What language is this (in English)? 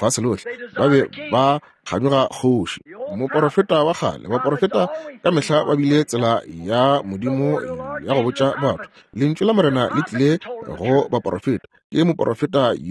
Northern Sotho